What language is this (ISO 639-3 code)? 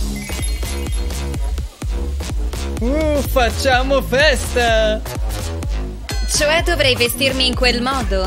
ita